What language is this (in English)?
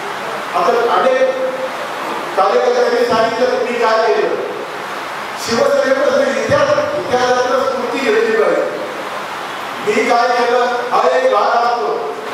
Marathi